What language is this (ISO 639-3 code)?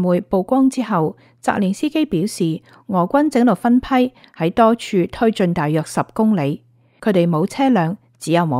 yue